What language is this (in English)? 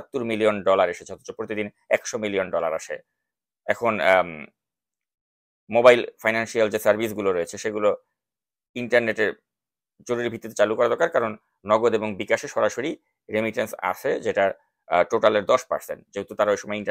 Bangla